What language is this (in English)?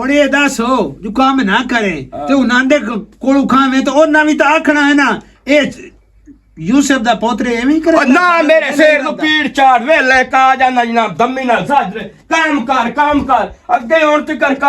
Western Panjabi